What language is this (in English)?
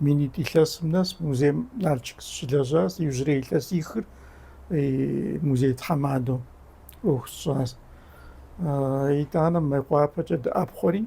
Kabardian